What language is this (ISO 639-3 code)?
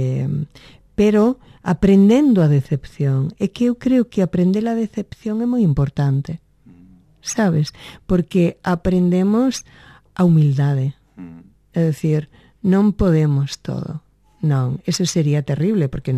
glg